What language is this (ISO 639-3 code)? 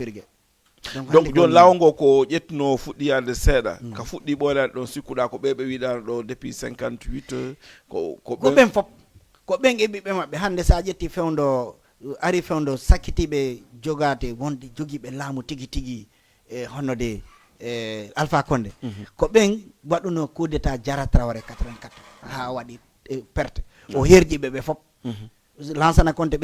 ful